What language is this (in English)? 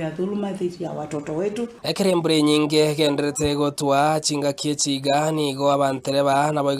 Gusii